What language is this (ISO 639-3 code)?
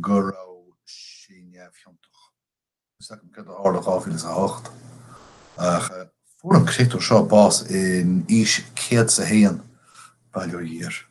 gle